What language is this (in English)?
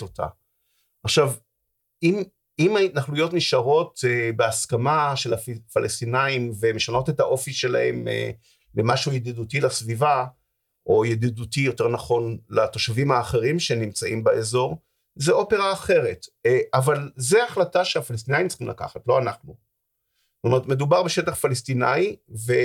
Hebrew